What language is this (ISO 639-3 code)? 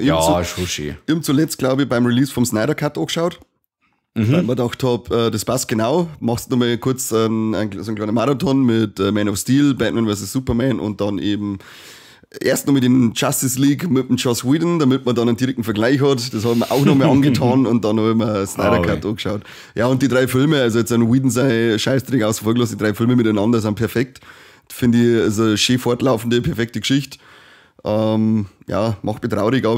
bar